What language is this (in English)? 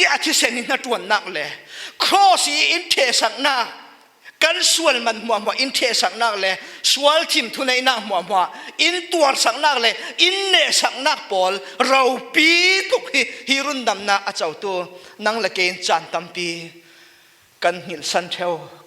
Falam Chin